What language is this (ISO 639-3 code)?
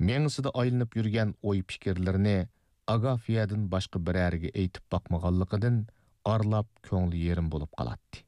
uig